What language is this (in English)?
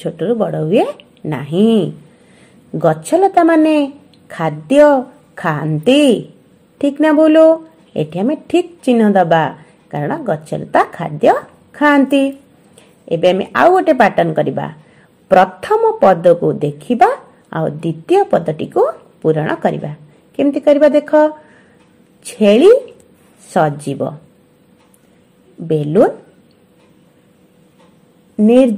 Odia